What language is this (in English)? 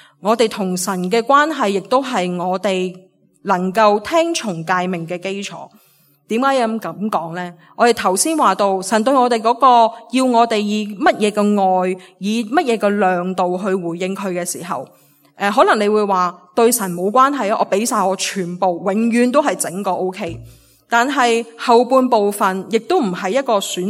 Cantonese